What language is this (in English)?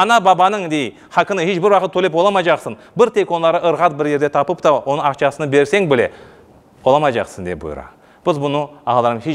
Crimean Tatar